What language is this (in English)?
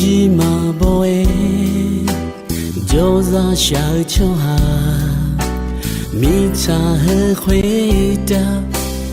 Akha